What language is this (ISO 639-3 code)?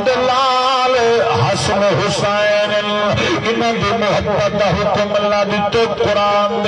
skr